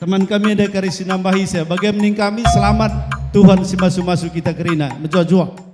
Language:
Batak Karo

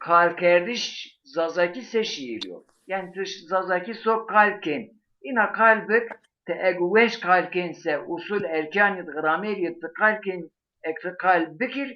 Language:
Zaza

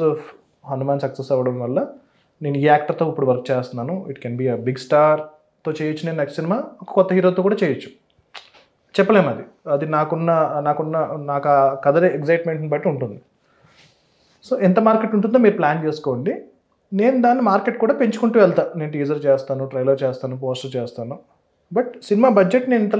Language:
Telugu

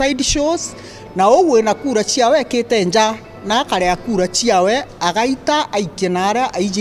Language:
Meru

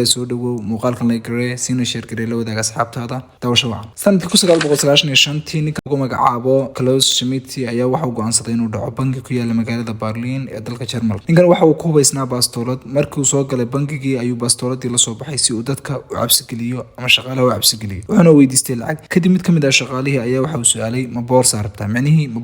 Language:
Somali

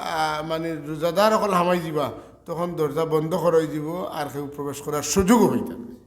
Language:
Sylheti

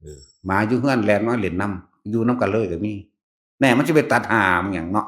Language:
Northeastern Thai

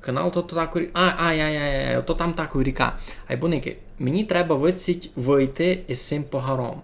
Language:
Rusyn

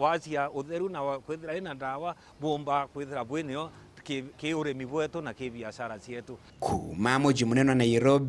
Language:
Meru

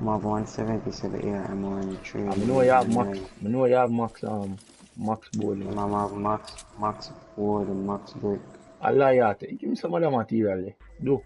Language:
Jamaican Creole English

